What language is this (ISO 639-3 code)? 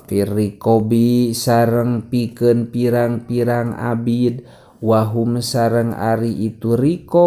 sun